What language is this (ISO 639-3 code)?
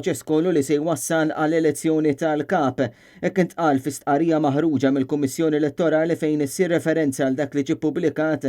mlt